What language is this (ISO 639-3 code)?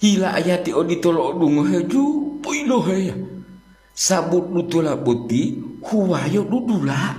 gor